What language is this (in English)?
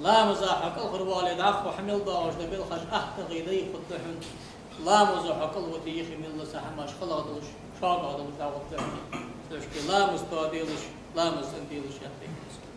Ingush